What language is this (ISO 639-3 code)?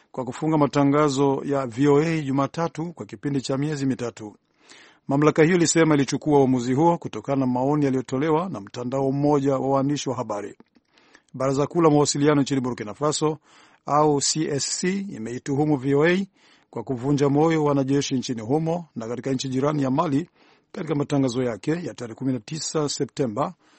swa